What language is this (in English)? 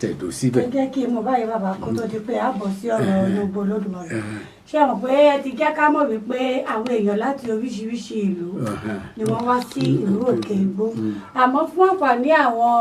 Yoruba